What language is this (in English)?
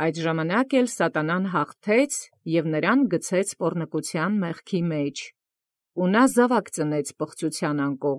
Armenian